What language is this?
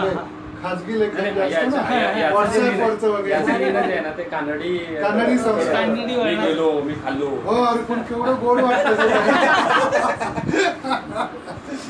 Marathi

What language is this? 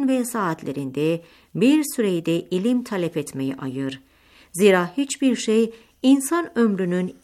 Turkish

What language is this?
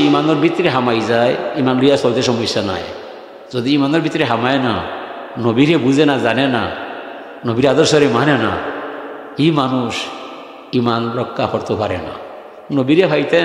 Sylheti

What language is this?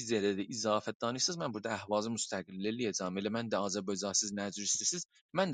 South Azerbaijani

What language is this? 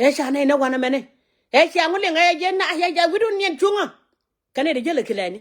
Nuer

